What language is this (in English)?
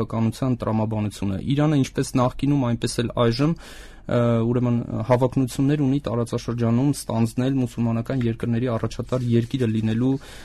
Armenian